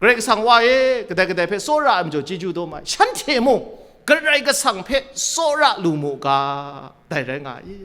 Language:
Kachin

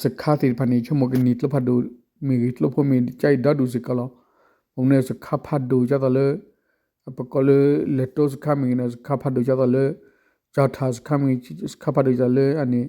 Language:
S'gaw Karen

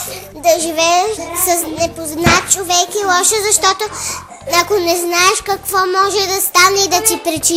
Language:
Bulgarian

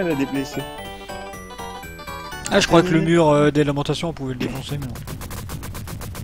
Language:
French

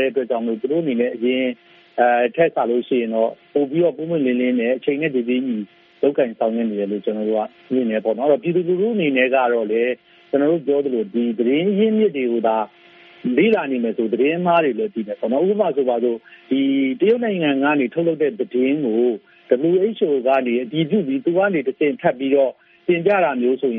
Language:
Burmese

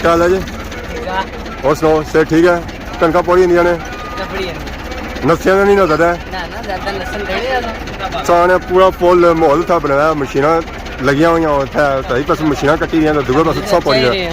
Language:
Pahari-Potwari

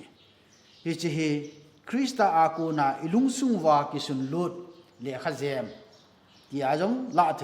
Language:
Thado Chin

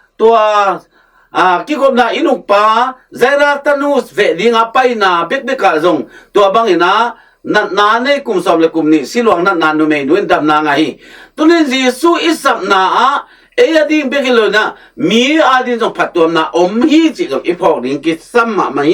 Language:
Tedim Chin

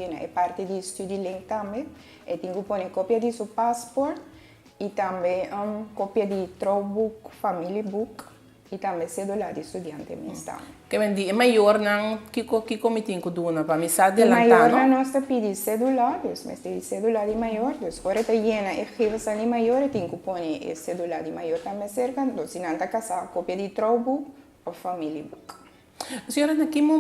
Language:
Papiamento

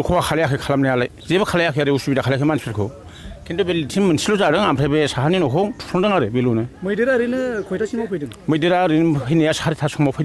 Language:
Bodo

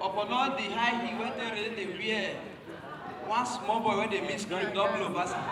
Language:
Nigerian Pidgin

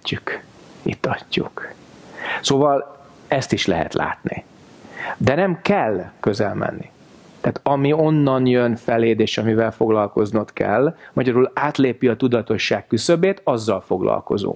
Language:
Hungarian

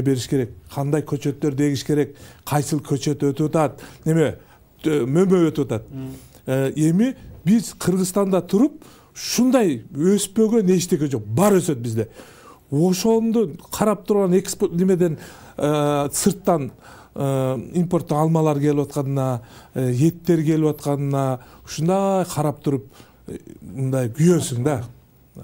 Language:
Kyrgyz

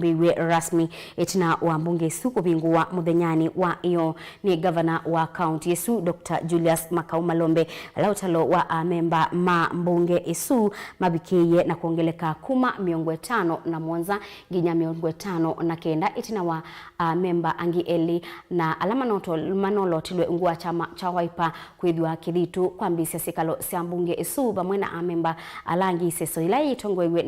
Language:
Kamba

